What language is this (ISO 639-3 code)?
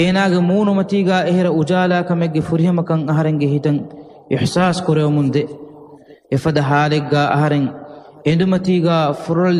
div